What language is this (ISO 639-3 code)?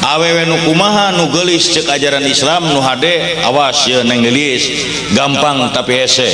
sun